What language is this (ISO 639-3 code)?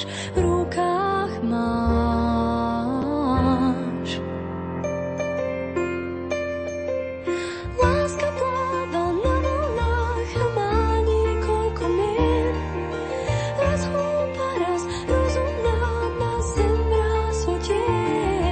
slk